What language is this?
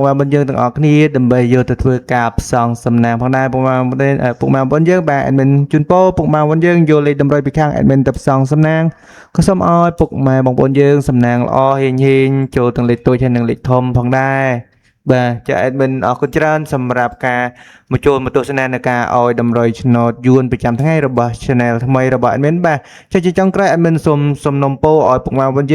Khmer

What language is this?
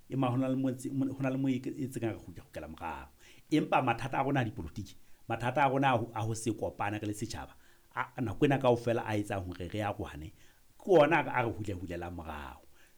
Southern Sotho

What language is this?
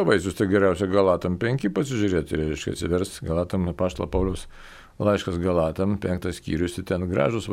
Lithuanian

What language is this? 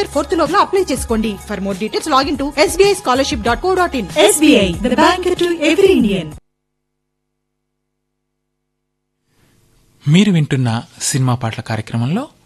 Telugu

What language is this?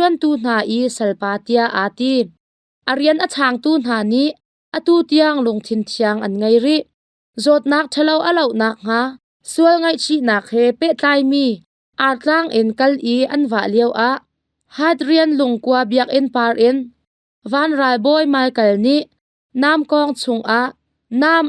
Hakha Chin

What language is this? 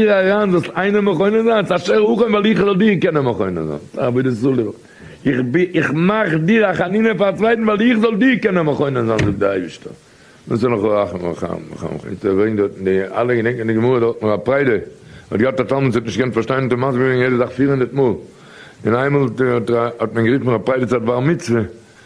Yiddish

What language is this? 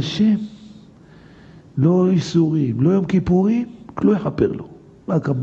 Hebrew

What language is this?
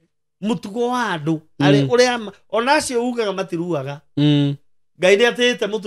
Kikuyu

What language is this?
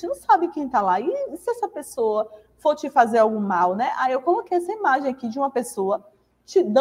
Portuguese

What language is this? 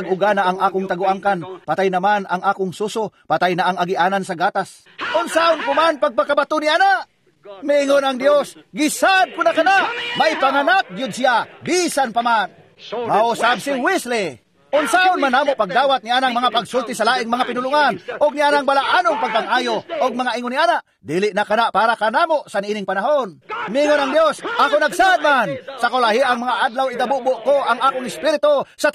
Cebuano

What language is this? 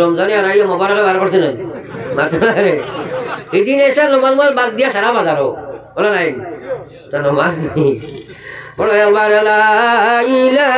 Sylheti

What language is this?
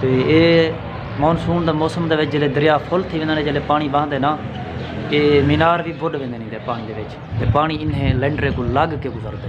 Saraiki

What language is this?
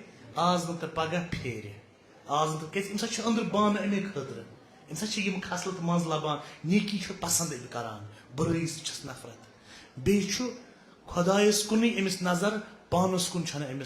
Kashmiri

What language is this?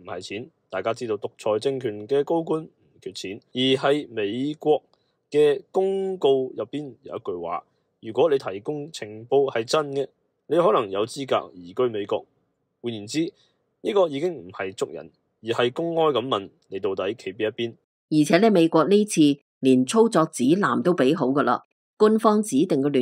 Cantonese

